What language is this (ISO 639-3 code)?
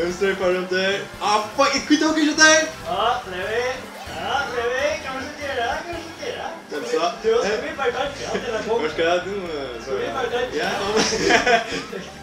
fao